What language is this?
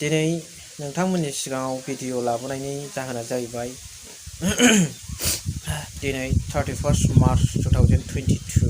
Bodo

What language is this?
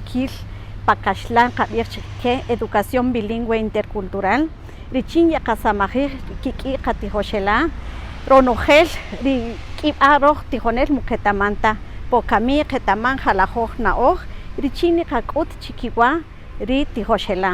Kaqchikel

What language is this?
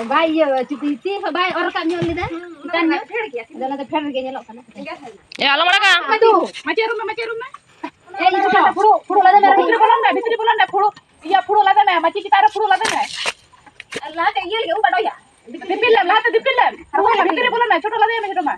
Santali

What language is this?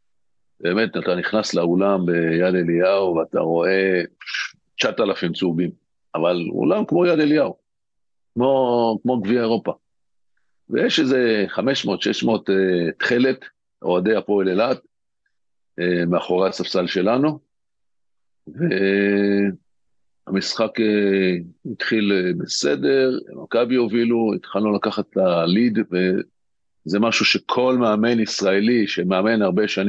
Hebrew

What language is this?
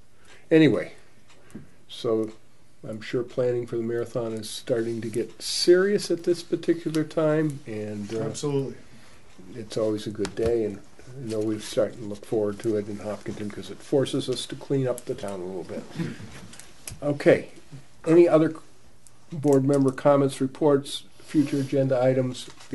English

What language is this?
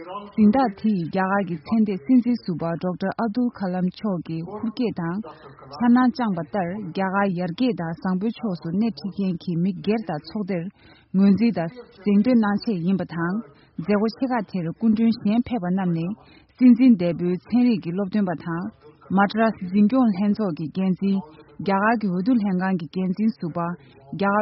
Tibetan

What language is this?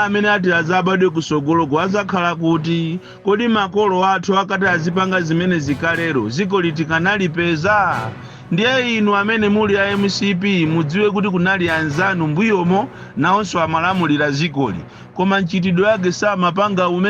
Nyanja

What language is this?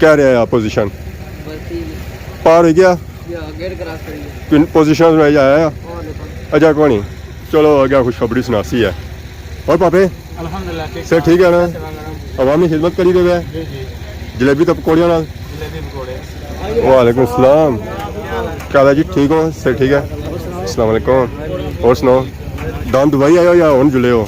Pahari-Potwari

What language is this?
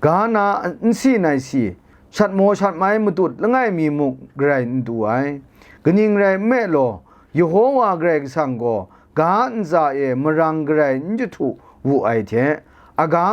Kachin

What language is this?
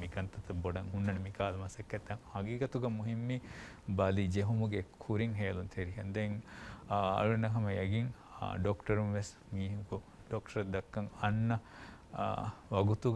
Divehi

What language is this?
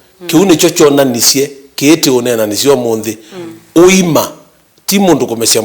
Kamba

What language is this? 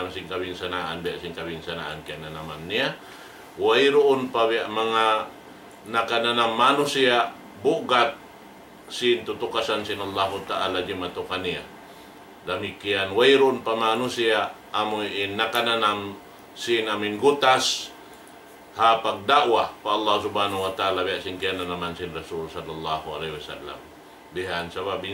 Tausug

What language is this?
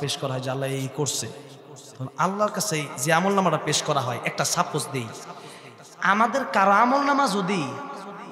Bangla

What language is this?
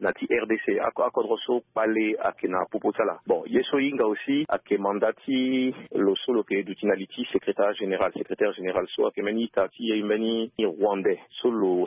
Sango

